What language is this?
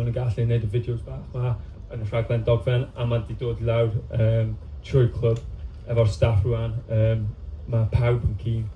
Welsh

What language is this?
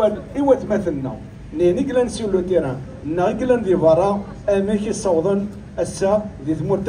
Kabyle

